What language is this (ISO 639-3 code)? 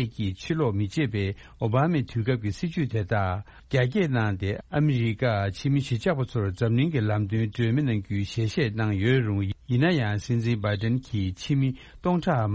bod